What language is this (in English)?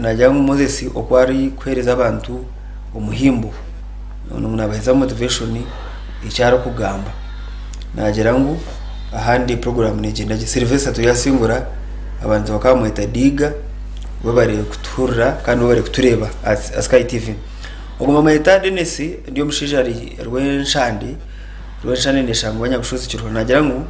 Nyankole